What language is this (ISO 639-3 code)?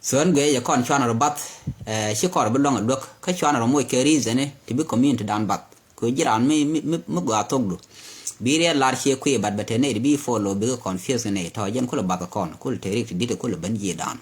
nus